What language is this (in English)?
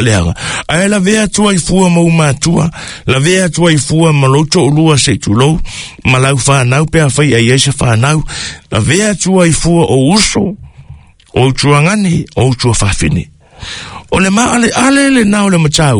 Samoan